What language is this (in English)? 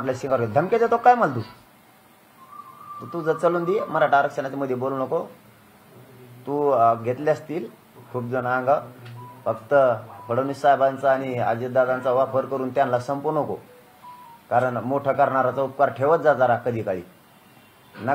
Marathi